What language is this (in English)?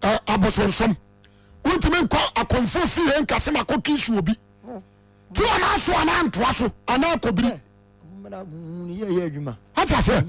Akan